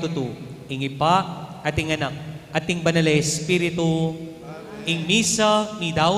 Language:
Pampanga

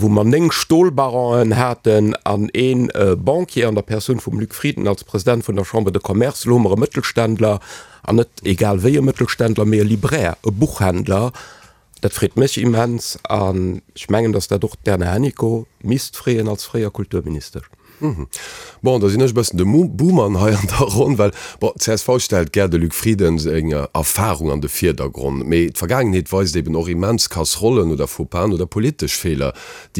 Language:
Luxembourgish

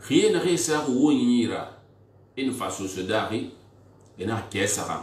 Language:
Susu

